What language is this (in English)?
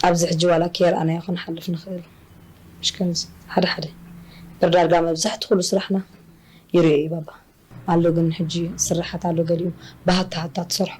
Tigrinya